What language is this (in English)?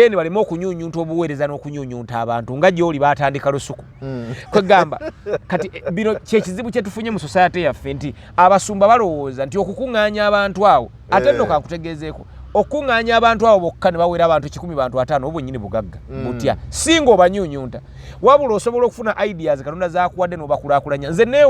Ganda